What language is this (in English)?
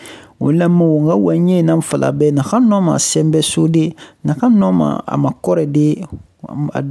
Susu